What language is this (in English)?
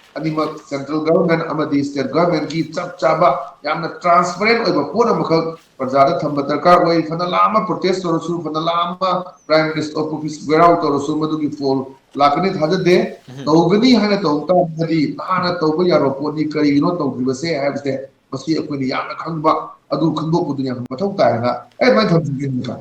Manipuri